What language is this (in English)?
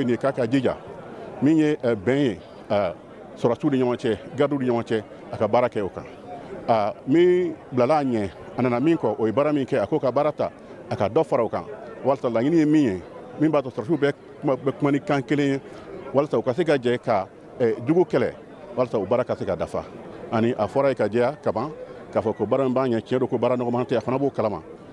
Bambara